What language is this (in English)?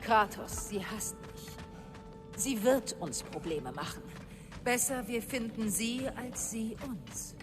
Bavarian